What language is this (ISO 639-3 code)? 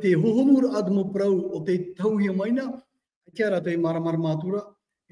tah